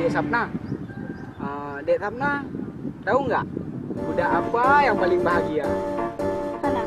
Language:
Achinese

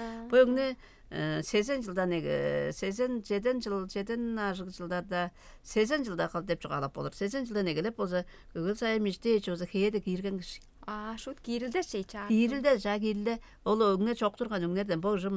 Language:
Tuvinian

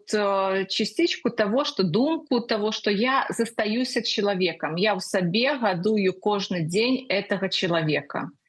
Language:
Belarusian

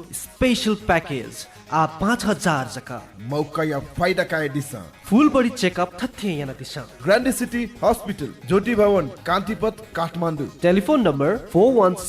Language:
Newari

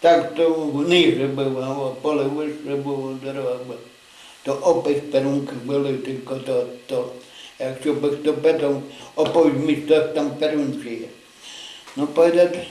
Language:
Rusyn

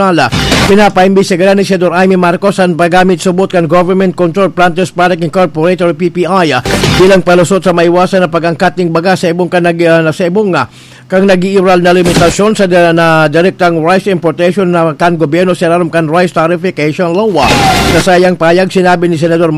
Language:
Bikol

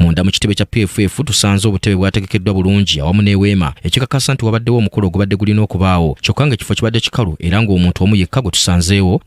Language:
Ganda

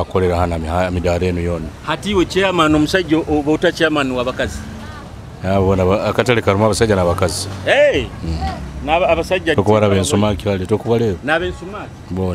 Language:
Nyoro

